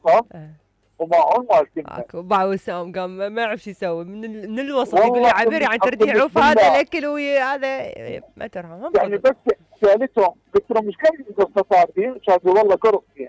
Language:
Mesopotamian Arabic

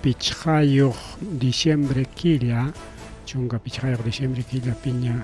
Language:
Ayacucho Quechua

